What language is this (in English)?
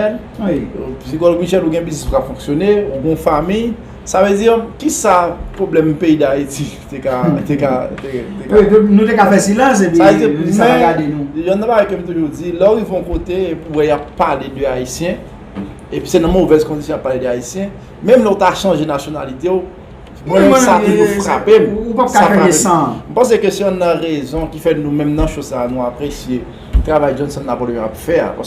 Haitian Creole